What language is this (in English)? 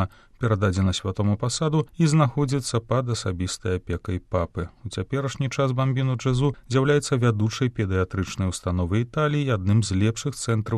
Belarusian